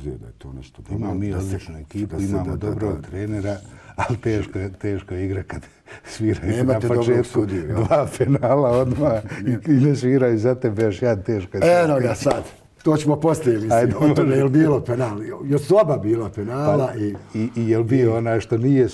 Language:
Bosnian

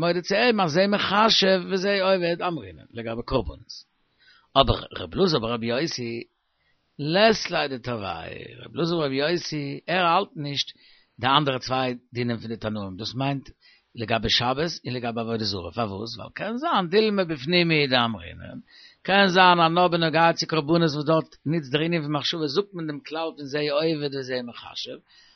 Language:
Yiddish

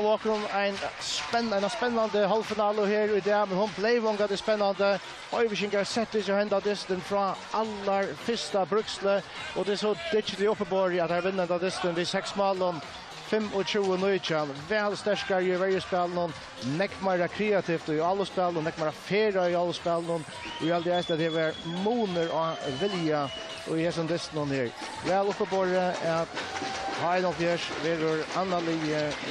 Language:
Faroese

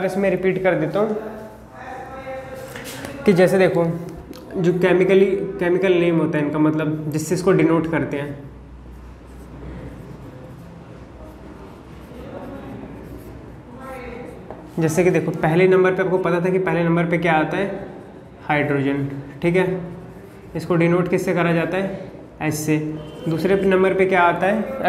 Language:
Hindi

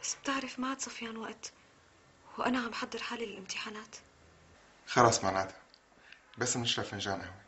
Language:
North Levantine Arabic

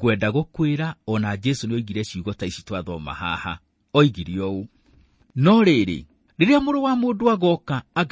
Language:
Kikuyu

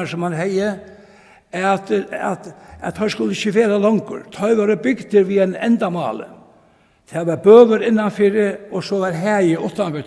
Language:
Faroese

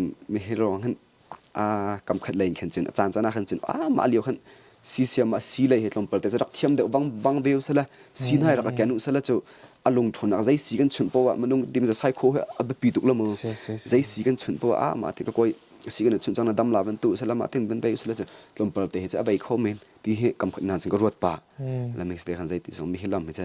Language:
Hakha Chin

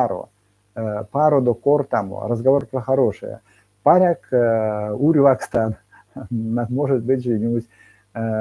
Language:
Erzya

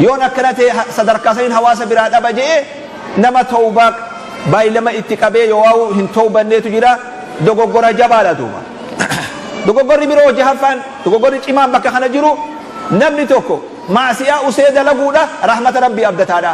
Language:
Oromo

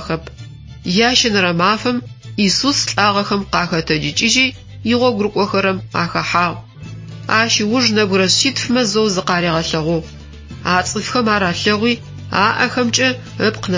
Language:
Adyghe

